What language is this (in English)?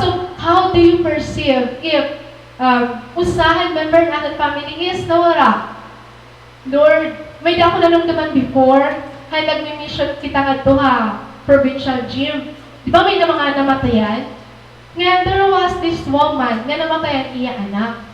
Waray